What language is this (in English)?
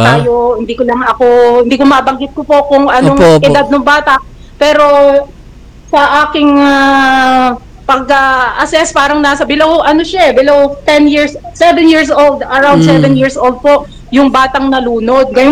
Filipino